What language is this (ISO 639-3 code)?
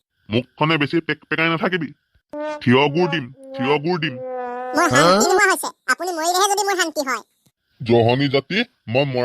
asm